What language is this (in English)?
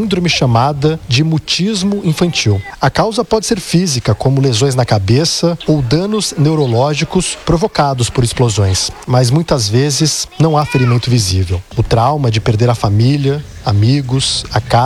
Portuguese